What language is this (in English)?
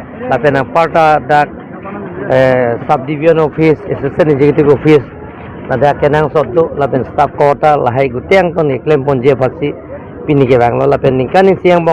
Karbi